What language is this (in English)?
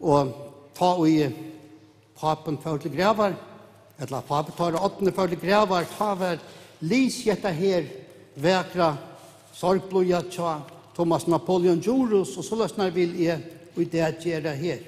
Faroese